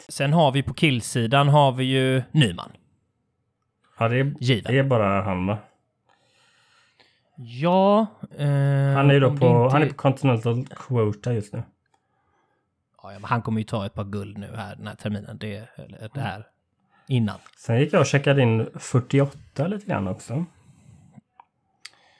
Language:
Swedish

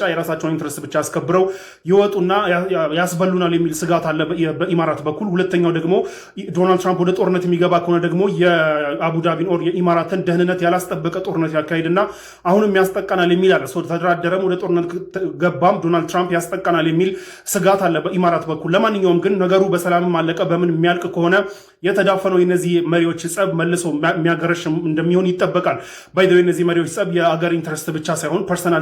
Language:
Amharic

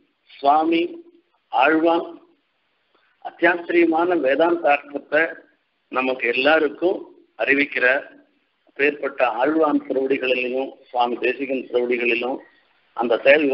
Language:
Tamil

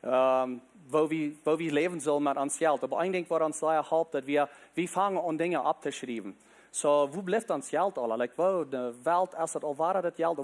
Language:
Plautdietsch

